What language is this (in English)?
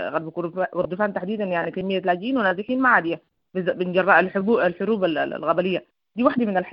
Sudanese Arabic